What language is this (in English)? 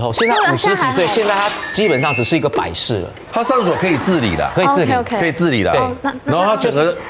Chinese